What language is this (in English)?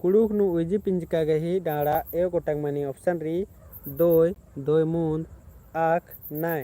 Kurukh